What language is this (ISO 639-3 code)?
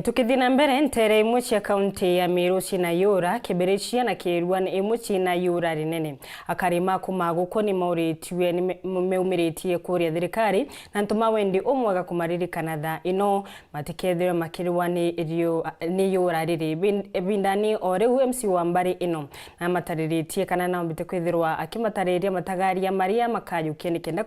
mer